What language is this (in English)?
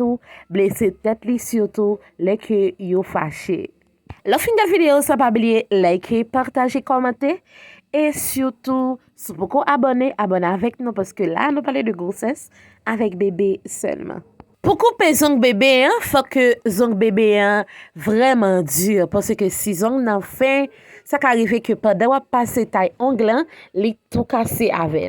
Haitian Creole